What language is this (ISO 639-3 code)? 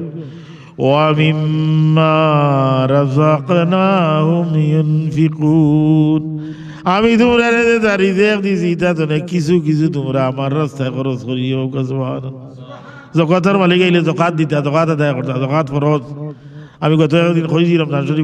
syl